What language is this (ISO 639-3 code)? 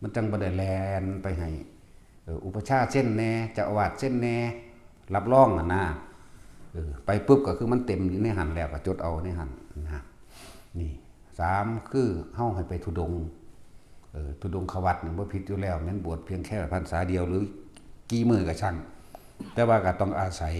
tts